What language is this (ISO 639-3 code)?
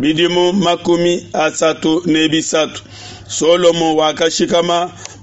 lua